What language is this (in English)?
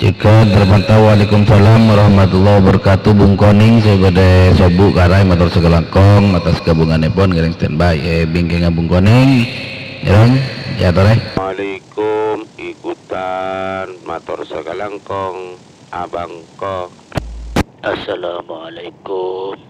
Madurese